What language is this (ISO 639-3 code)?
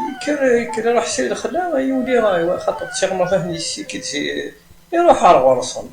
kab